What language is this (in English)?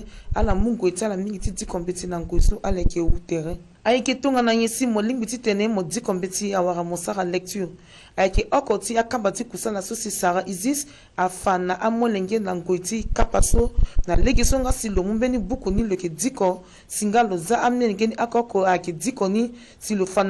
Sango